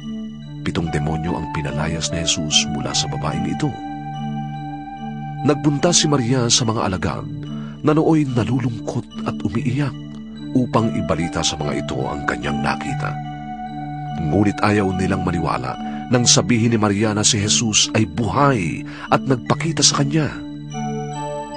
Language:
Filipino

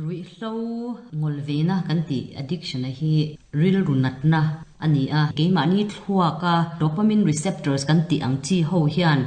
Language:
Mizo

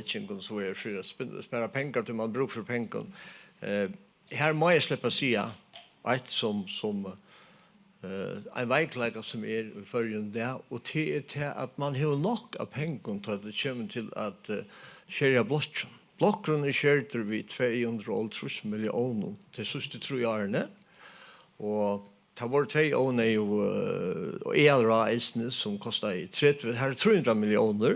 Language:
Faroese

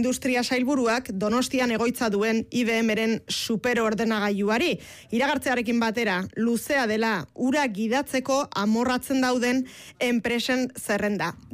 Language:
Basque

